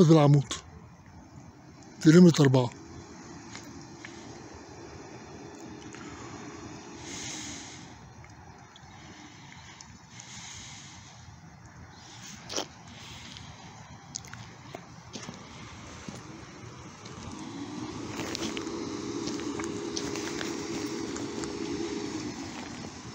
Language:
Egyptian Arabic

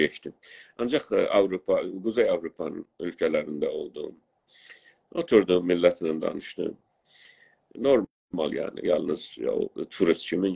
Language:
South Azerbaijani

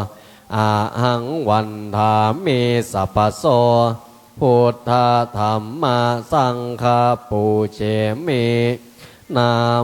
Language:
Pali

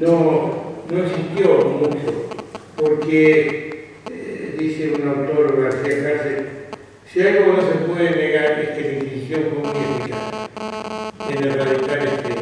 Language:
Ladino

